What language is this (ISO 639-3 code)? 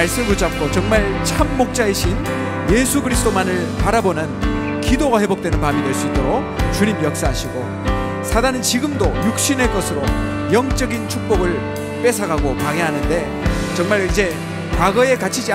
kor